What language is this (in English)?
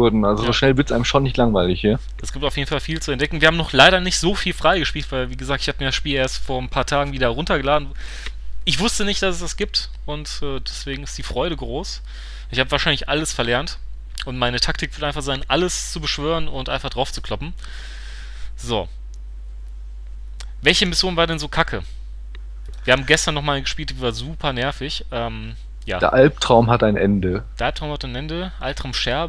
German